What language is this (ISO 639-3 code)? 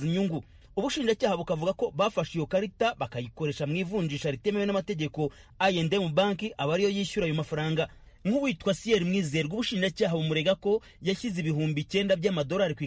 kin